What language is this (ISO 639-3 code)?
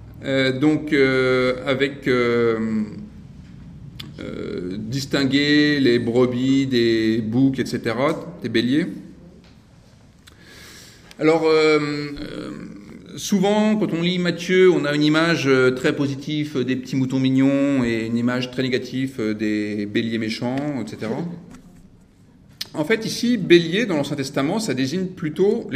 fra